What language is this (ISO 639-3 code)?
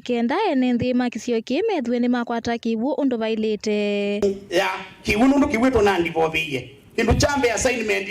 kam